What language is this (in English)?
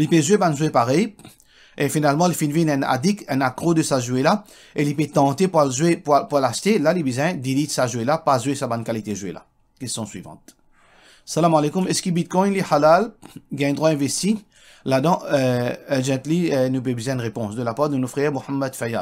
Morisyen